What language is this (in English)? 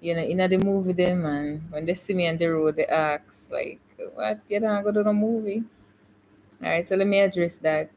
Jamaican Creole English